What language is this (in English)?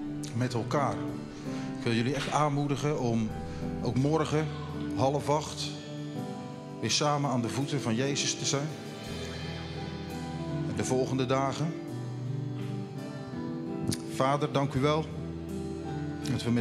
Dutch